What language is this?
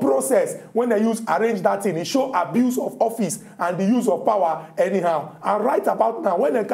Nigerian Pidgin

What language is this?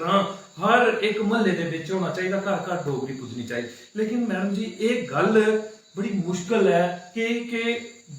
Dogri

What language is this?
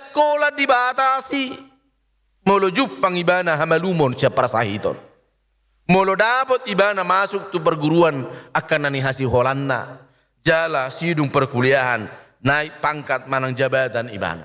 Batak Toba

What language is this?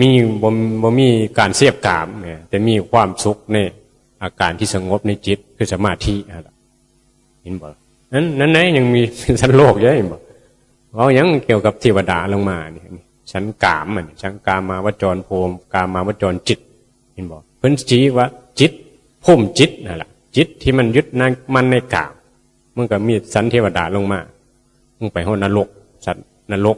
Northeastern Thai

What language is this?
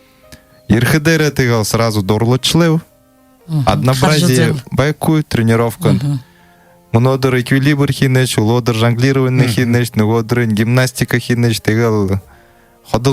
Buriat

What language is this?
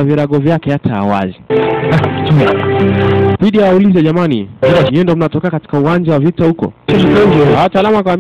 Swahili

